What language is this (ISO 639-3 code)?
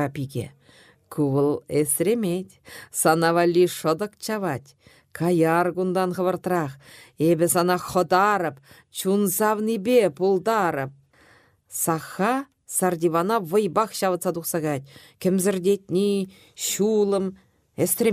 chv